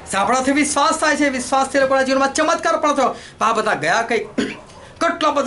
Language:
Gujarati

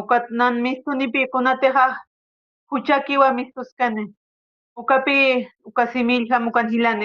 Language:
Aymara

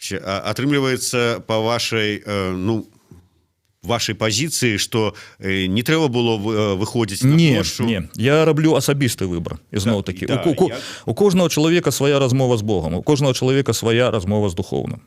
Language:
Belarusian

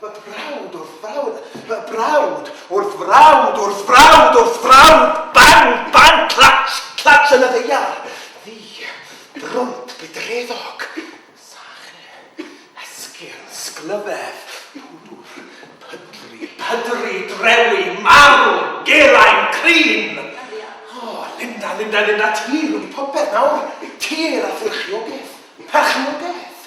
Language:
Welsh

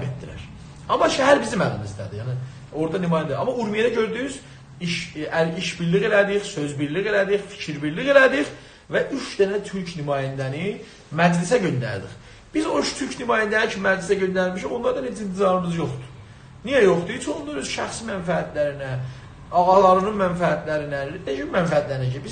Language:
South Azerbaijani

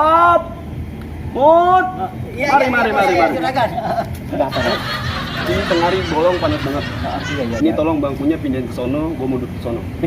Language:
Betawi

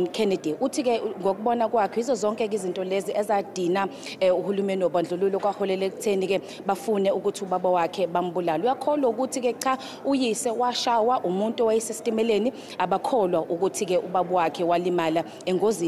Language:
Zulu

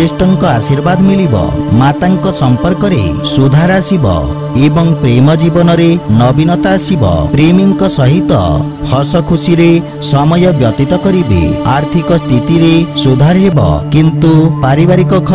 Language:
Odia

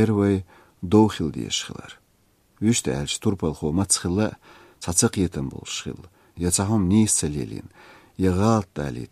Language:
Chechen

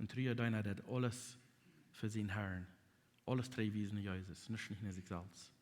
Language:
Plautdietsch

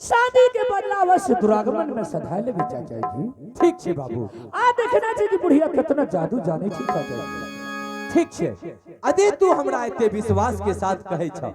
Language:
Angika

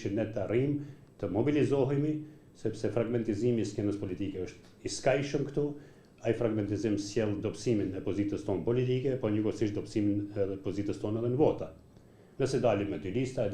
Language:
Albanian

